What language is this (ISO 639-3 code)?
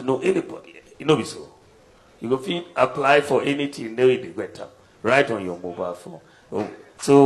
gpe